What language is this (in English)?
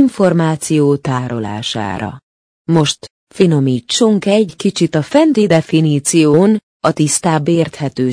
Hungarian